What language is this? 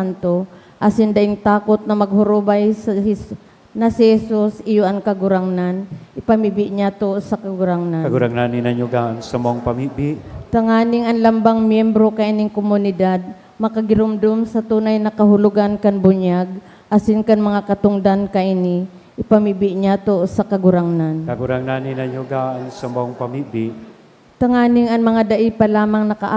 Bikol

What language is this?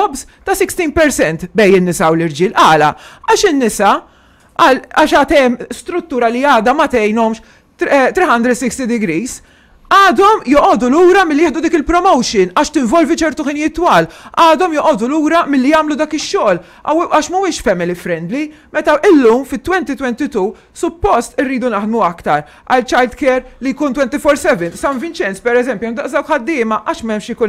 Maltese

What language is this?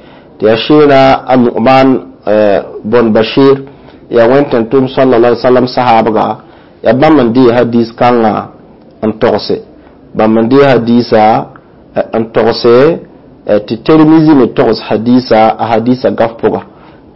Mossi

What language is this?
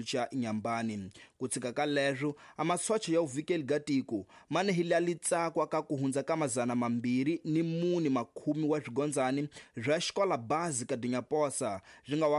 Tsonga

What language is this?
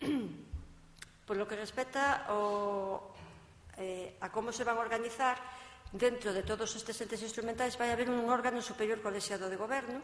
Galician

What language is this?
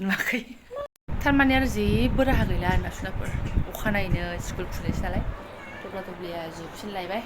Bodo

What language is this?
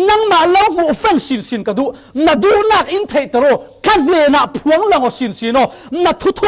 Falam Chin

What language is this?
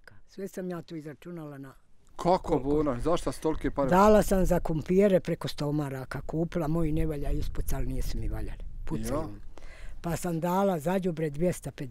Bosnian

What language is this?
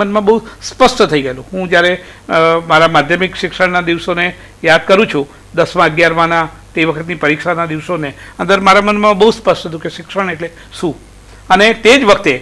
Gujarati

